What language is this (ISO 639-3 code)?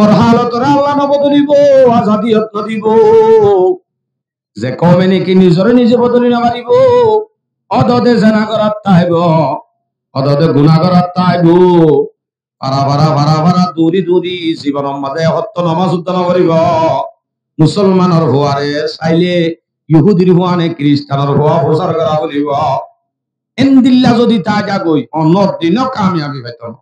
rhg